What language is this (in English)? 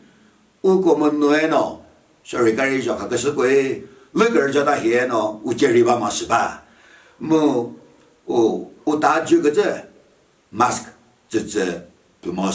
Chokri Naga